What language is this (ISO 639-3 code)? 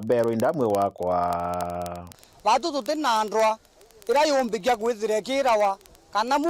mer